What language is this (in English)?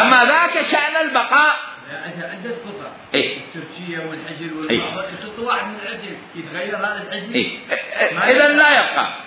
Mesopotamian Arabic